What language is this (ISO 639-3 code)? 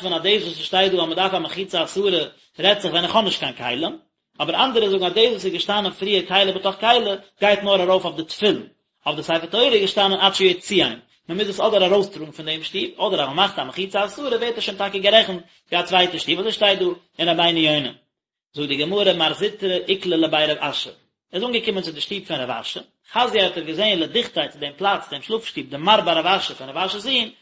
yid